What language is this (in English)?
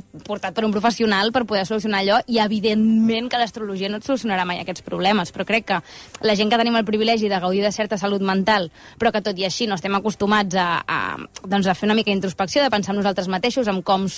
Catalan